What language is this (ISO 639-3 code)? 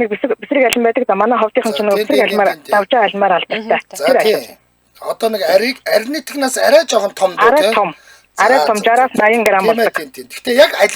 mon